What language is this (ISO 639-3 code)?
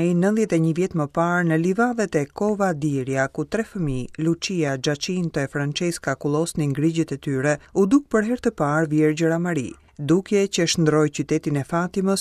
sqi